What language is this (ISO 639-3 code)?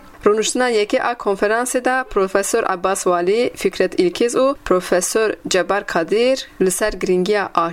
kur